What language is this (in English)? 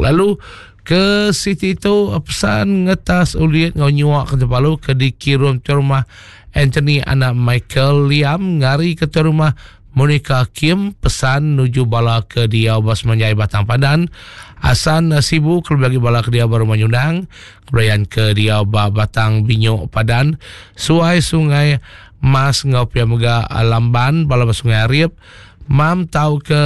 Iban